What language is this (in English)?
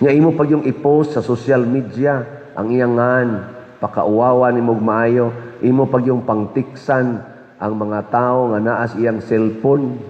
Cebuano